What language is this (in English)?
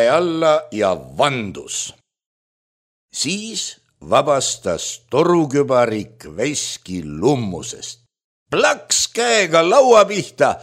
Estonian